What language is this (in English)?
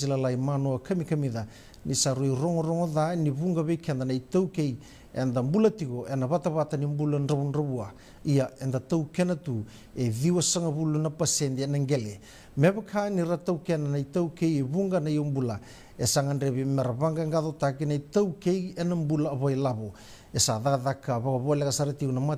Fijian